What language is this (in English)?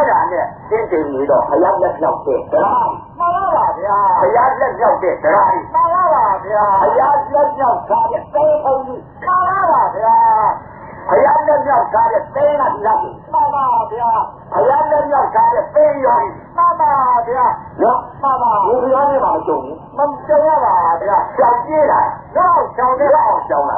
Burmese